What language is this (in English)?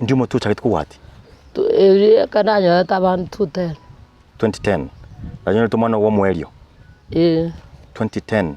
Gusii